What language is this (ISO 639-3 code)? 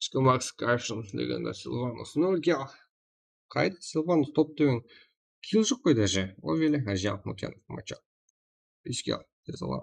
kaa